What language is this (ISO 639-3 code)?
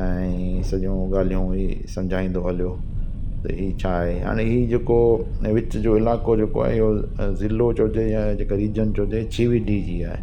snd